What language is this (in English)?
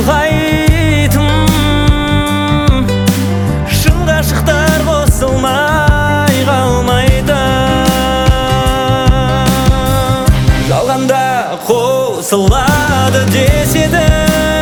Kazakh